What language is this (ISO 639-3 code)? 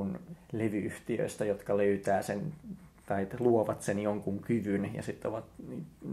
fin